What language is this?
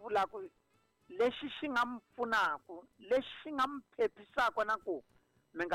Tsonga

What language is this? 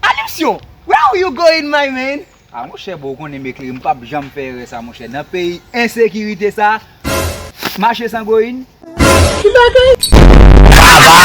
Haitian Creole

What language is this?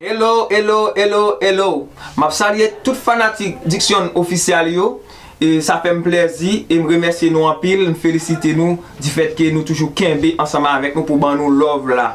Haitian Creole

